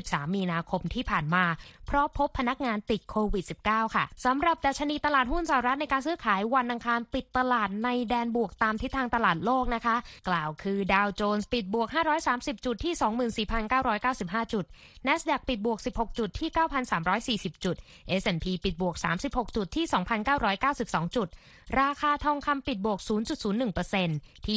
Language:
Thai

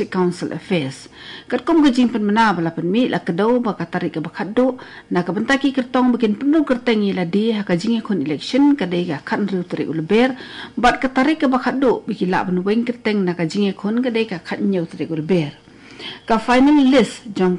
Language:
Khasi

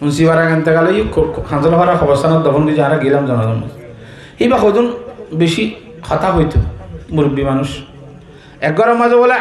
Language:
Rohingya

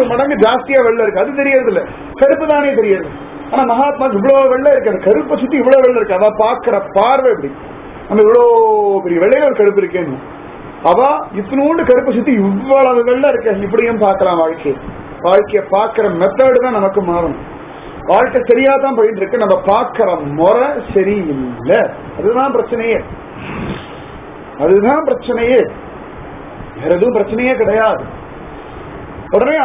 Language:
Tamil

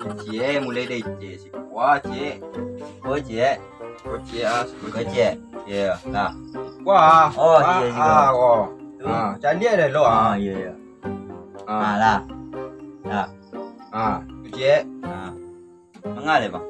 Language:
Minangkabau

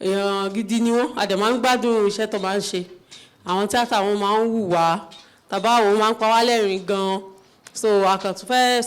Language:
Yoruba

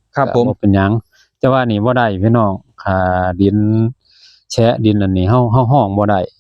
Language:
Northeastern Thai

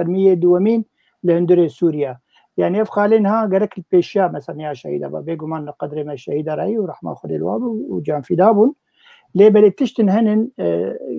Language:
Kurdish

